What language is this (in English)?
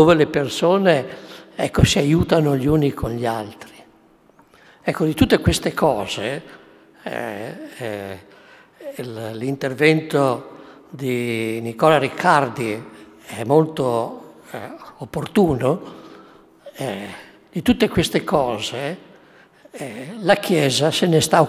Italian